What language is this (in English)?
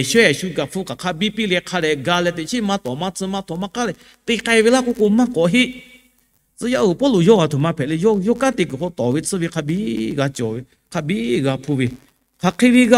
Lahu